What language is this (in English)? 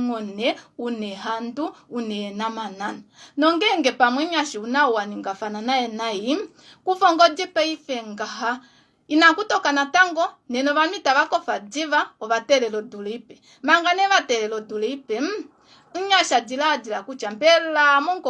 Kuanyama